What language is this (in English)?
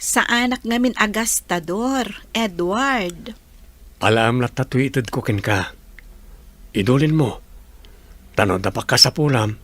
Iloko